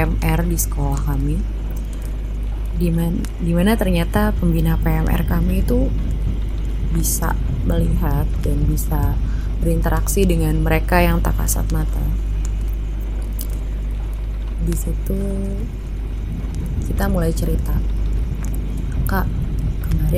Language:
Indonesian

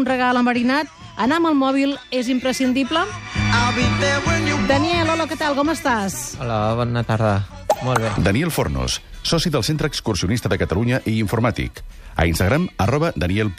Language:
Catalan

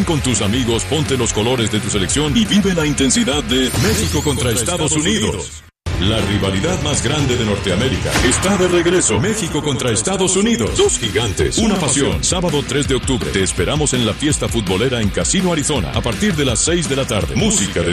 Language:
Spanish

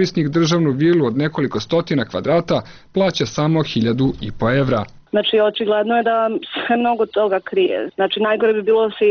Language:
Serbian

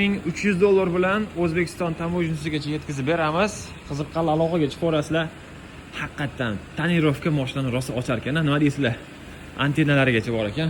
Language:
Uzbek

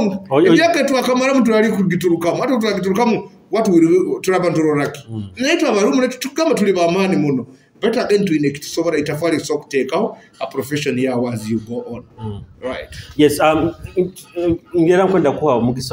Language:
Nyoro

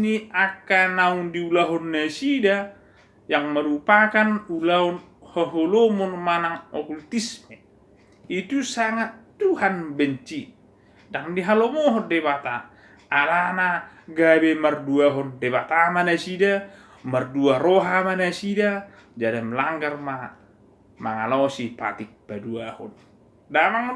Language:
Batak Toba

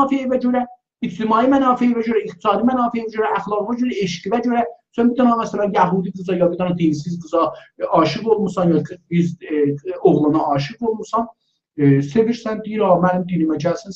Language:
South Azerbaijani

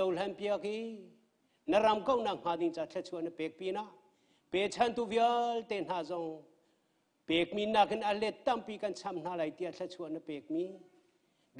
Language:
Hakha Chin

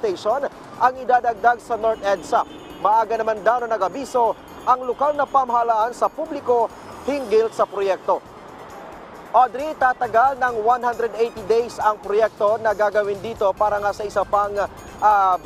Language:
Filipino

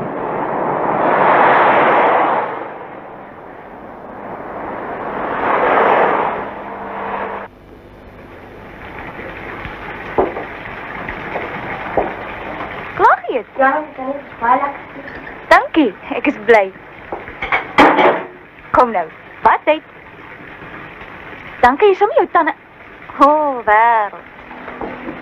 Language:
Afrikaans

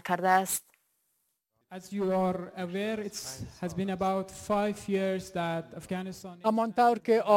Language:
Persian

